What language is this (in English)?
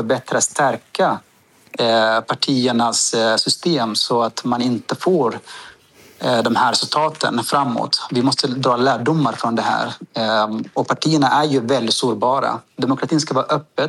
Swedish